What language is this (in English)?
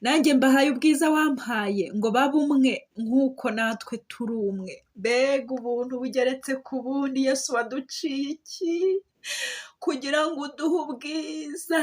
Kinyarwanda